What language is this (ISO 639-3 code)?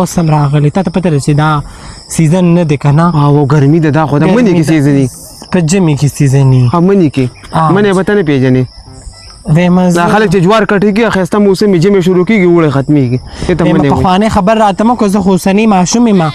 pus